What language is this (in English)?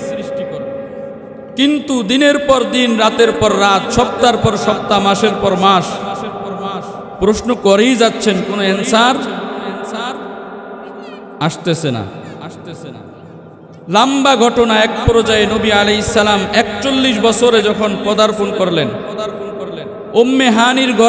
Bangla